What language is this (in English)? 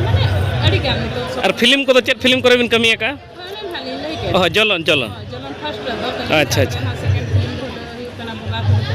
Santali